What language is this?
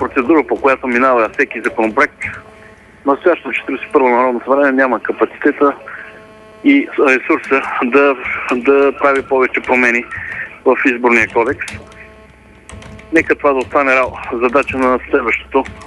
Bulgarian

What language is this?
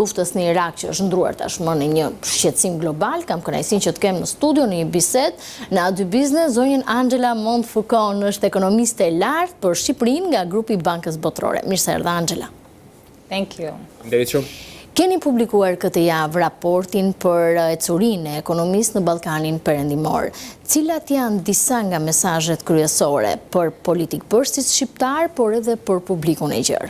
Albanian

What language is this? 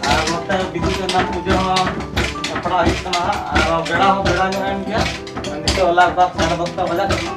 Santali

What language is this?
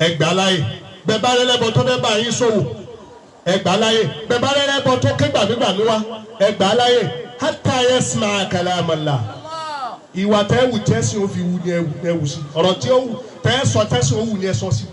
Yoruba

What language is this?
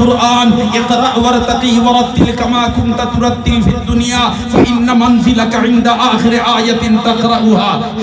Sylheti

